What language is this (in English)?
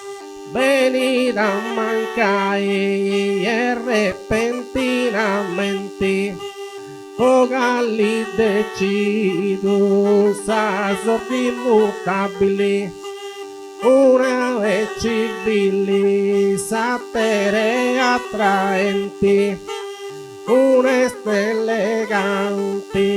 Sardinian